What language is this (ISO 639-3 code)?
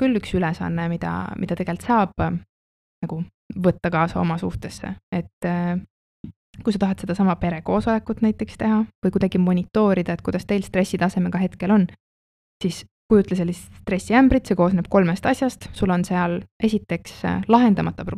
est